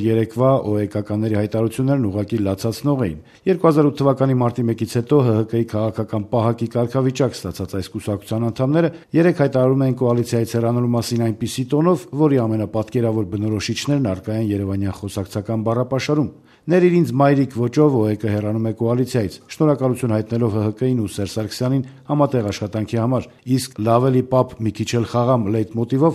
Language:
Armenian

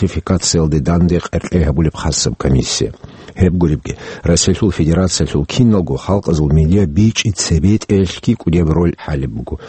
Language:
Avaric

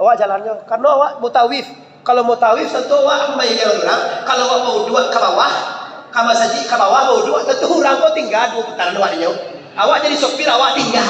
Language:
Minangkabau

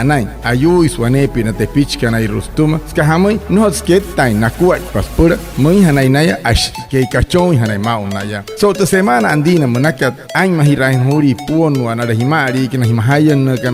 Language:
Wayuu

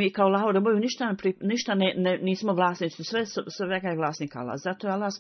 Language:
Bosnian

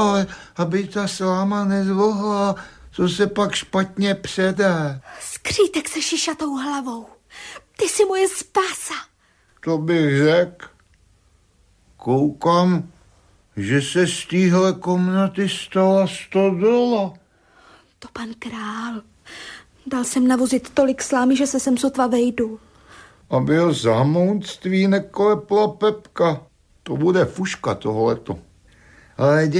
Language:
Czech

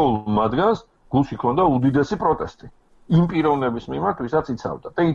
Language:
Georgian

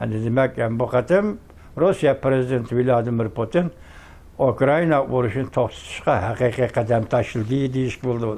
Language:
Uyghur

